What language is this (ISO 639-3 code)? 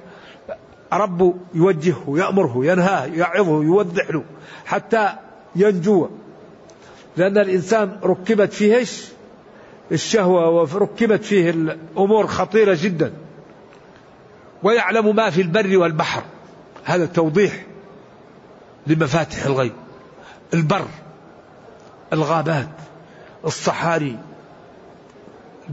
ara